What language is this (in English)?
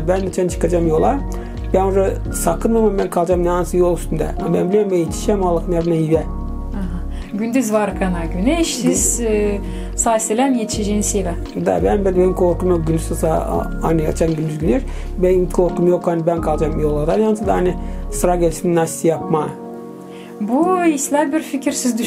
Gagauz